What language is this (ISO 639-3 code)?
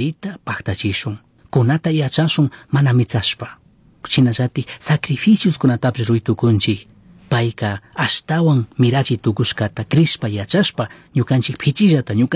qug